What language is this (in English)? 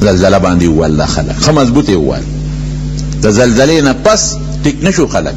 Pashto